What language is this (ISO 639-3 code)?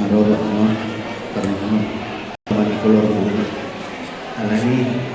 bbc